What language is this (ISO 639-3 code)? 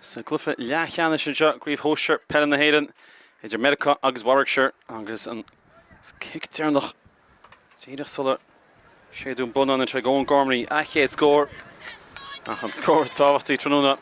gle